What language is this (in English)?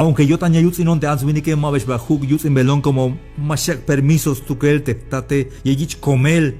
Tzeltal